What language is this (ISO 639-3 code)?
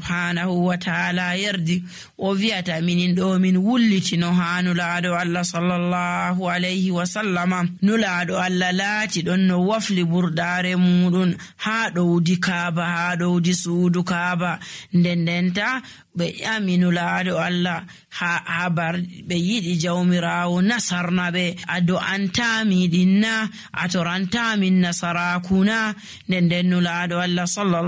fuv